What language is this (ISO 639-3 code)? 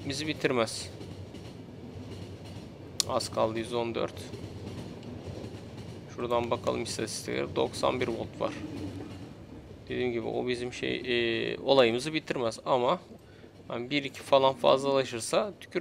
tur